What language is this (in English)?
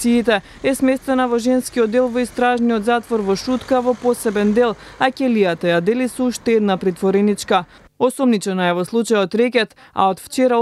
Macedonian